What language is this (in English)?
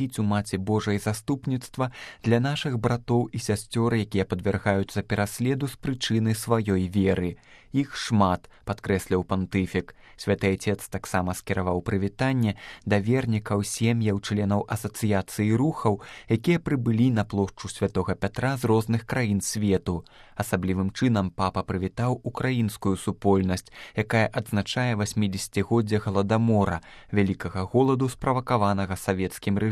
Belarusian